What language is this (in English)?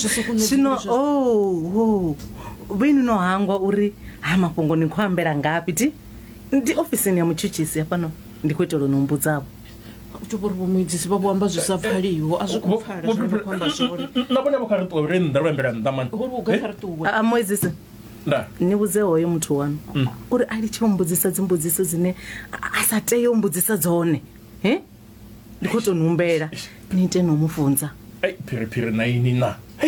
Venda